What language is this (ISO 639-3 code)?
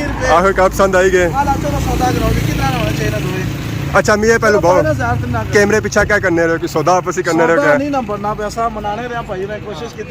phr